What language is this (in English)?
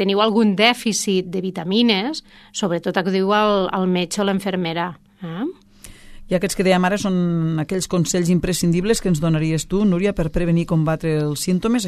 Catalan